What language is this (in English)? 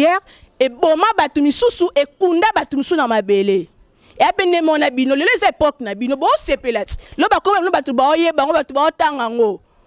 Lingala